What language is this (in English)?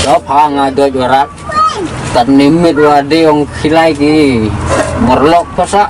Khasi